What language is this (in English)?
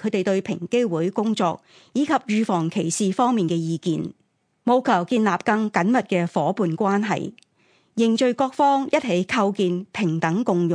Cantonese